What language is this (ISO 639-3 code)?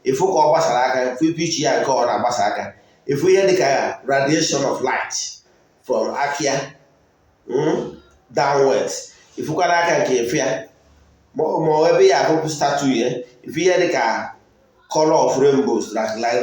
ibo